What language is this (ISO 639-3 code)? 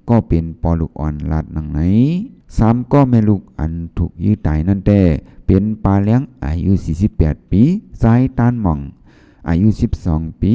shn